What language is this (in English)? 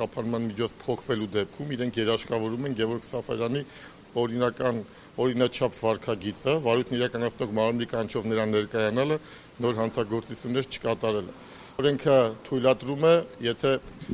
Armenian